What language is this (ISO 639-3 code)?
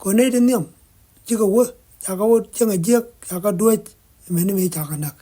nus